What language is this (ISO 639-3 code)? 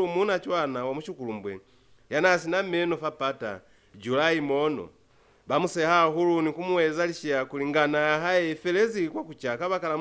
loz